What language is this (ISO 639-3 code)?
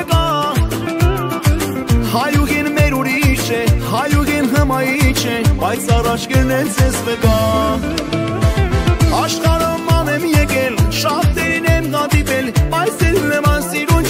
rus